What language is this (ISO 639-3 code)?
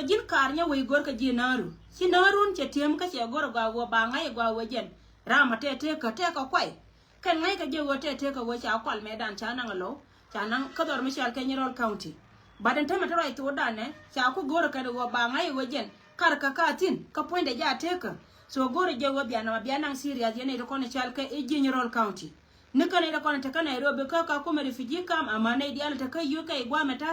nus